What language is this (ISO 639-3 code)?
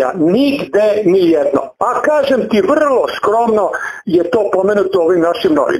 srp